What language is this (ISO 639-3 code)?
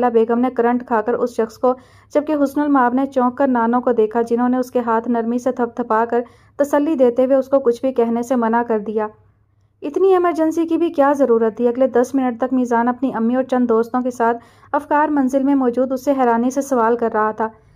urd